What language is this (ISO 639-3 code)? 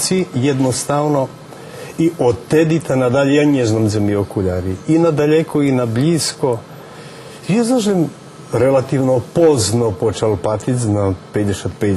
rue